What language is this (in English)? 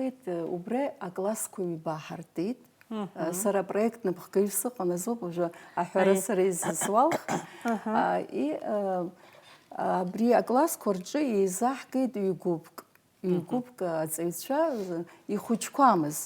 Abkhazian